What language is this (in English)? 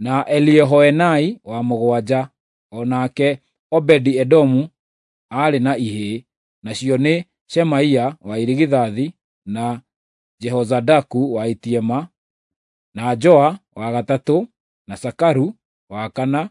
Kikuyu